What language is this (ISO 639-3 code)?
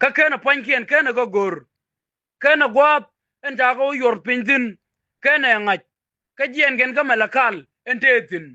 nus